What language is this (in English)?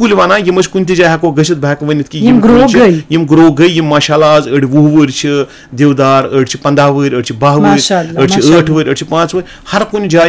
Kashmiri